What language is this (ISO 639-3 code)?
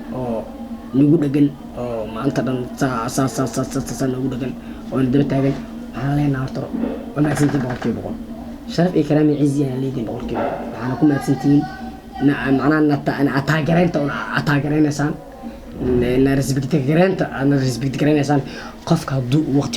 som